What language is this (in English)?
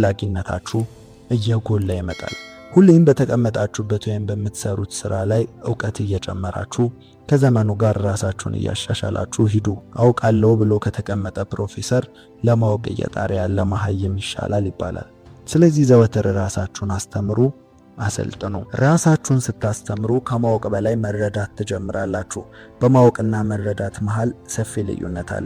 Amharic